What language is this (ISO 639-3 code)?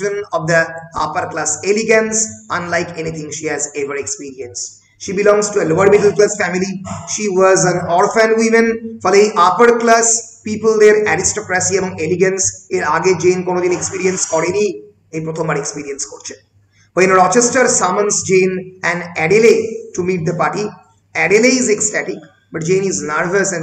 ben